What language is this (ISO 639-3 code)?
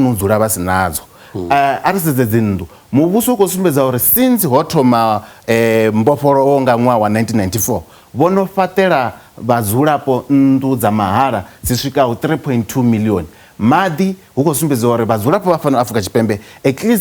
ven